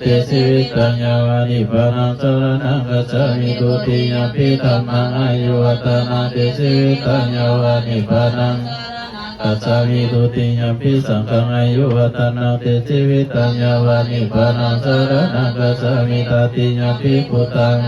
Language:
Pali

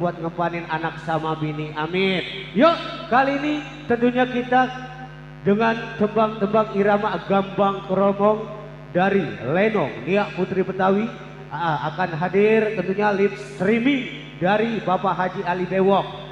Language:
Betawi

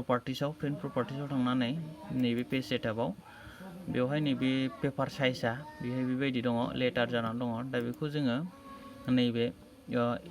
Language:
Bodo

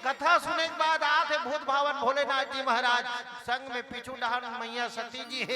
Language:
Chhattisgarhi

